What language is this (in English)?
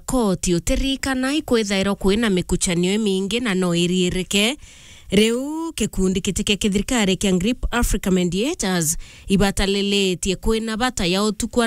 Meru